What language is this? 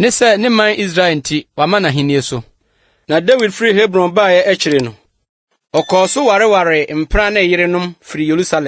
Akan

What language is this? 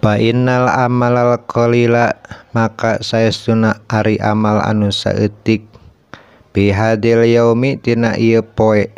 Sundanese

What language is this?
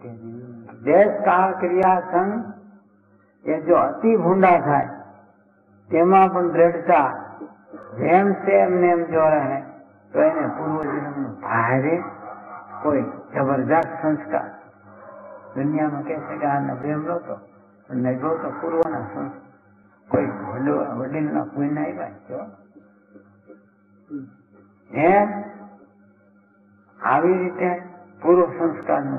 Gujarati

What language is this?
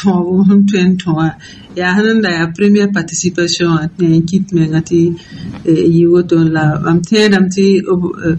Mossi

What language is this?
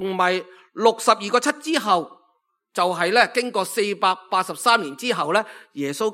Cantonese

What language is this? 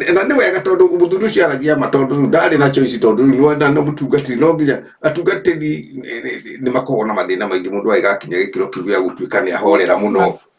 Kikuyu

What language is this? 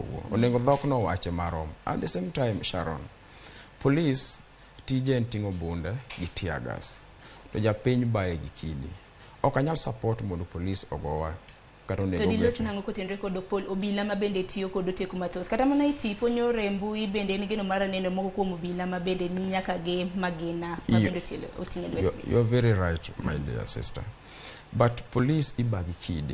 Luo (Kenya and Tanzania)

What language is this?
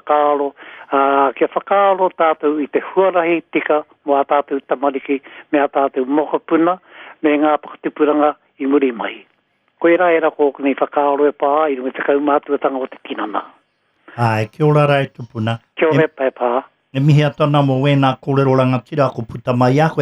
Māori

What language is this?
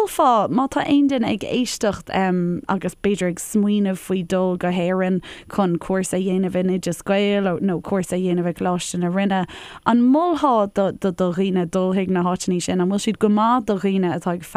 Irish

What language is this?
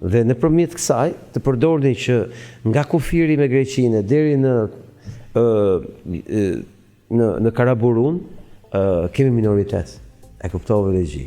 Albanian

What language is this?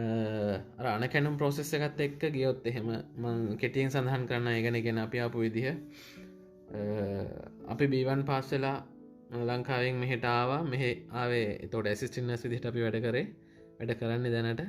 Sinhala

